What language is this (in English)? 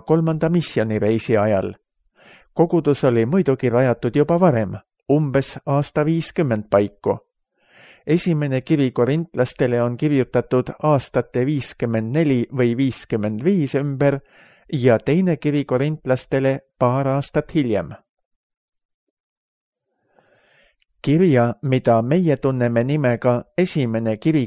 Estonian